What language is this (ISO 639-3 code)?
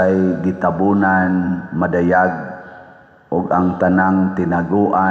ceb